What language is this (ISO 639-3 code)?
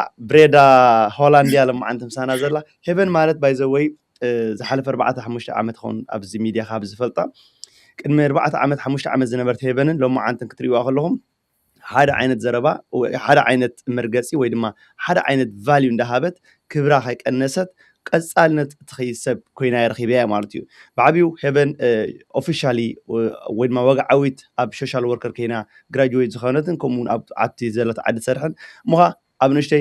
tir